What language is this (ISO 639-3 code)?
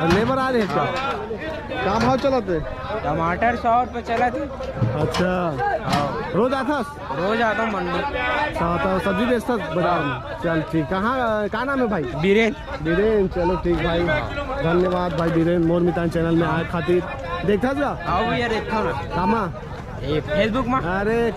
hne